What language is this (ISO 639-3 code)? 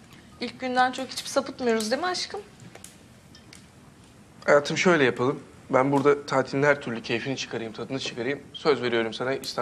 tur